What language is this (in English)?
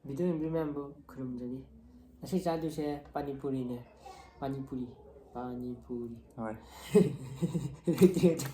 Manipuri